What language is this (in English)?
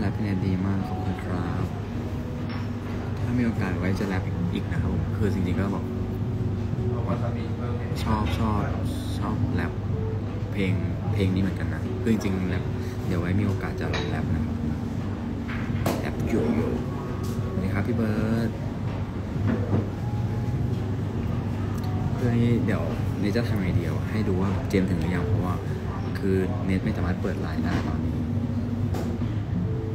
Thai